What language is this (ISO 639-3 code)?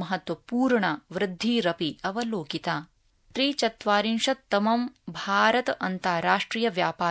san